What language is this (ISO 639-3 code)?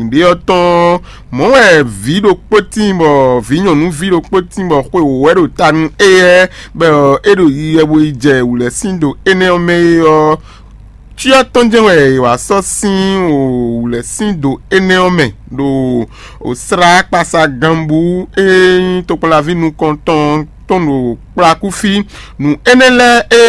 fon